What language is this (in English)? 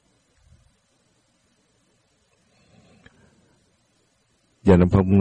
Vietnamese